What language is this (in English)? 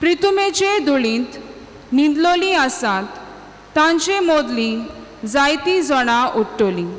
Konkani